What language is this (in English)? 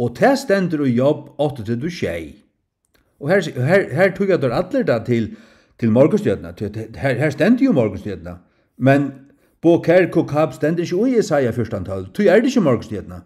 Faroese